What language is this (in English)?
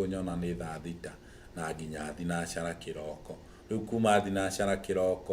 Kikuyu